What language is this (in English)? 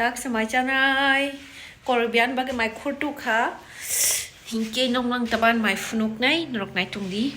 Kok Borok